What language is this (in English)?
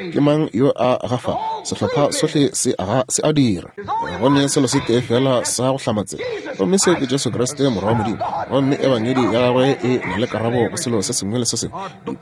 Northern Sotho